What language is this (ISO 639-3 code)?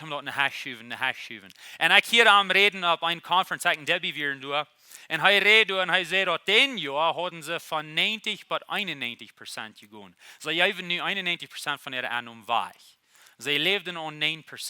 pdt